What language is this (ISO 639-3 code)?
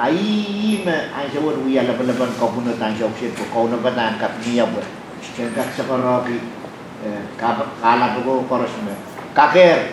pon